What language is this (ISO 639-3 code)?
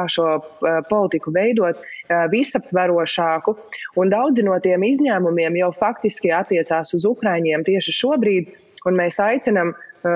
lav